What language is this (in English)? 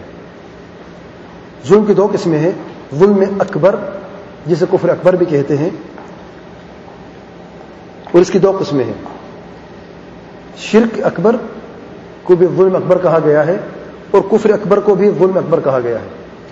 Urdu